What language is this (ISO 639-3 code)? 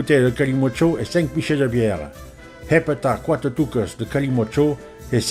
oci